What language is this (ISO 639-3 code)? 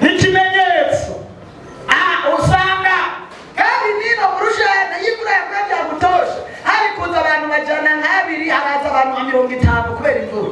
run